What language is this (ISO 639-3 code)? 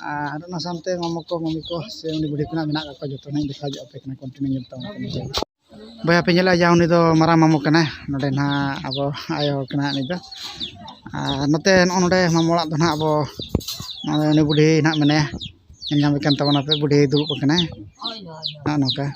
sat